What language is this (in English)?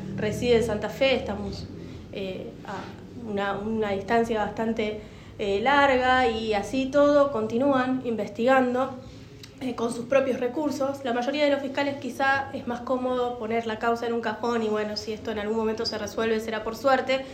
Spanish